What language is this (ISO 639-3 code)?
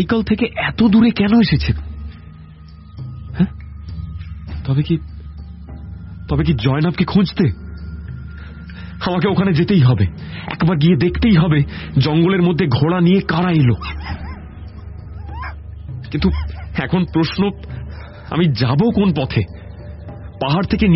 ben